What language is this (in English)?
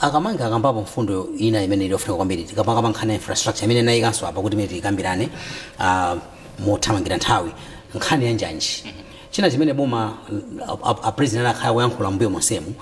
Nyanja